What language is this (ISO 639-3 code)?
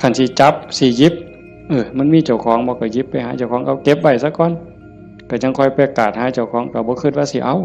tts